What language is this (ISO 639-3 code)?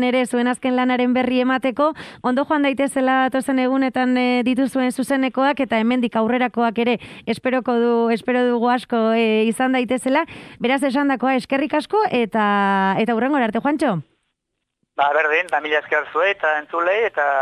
eus